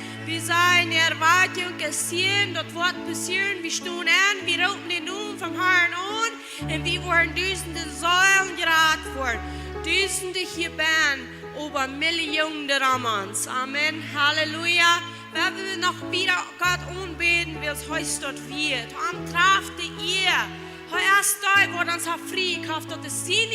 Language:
Plautdietsch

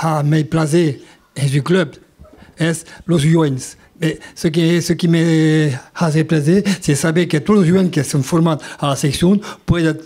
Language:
Occitan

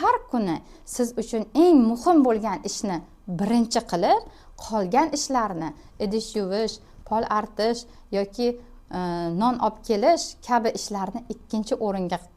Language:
Uzbek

